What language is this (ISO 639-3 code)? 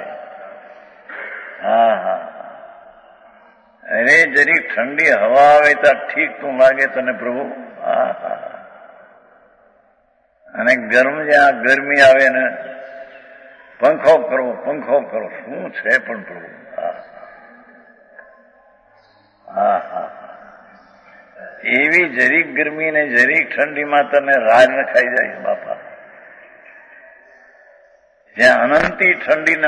guj